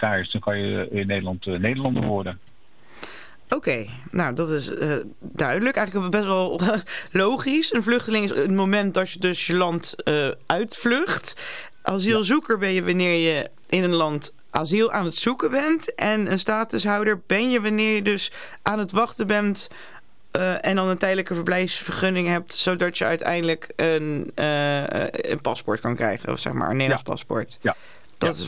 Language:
Dutch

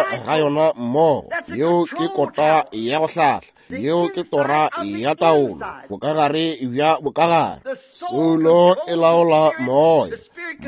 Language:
Northern Sotho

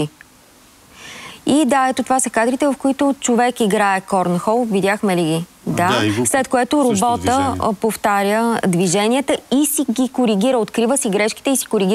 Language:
Bulgarian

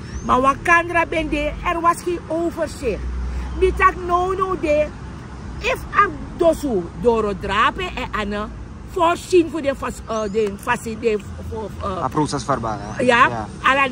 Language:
Sranan Tongo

